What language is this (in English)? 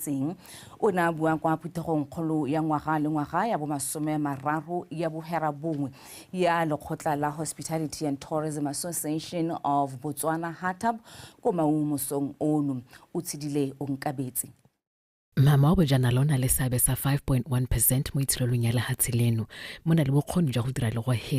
Tswana